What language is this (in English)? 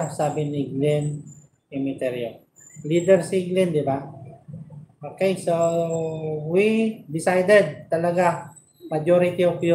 Filipino